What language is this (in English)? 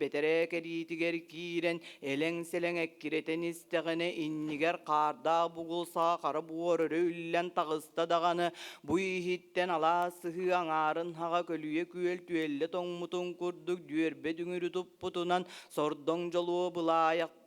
Yakut